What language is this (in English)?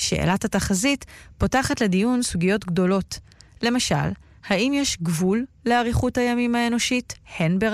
Hebrew